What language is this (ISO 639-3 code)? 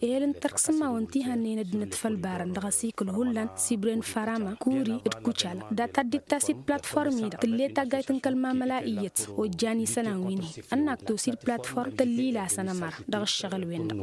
taq